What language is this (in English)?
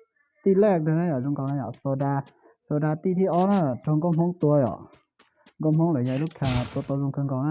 Hmong